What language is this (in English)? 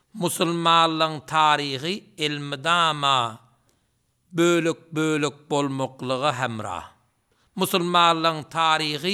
Turkmen